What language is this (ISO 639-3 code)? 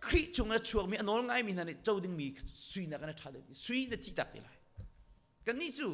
cnh